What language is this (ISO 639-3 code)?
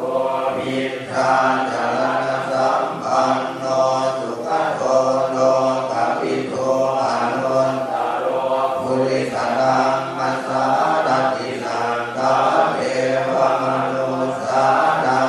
pli